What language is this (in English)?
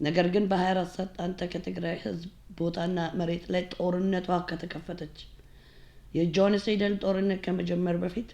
Amharic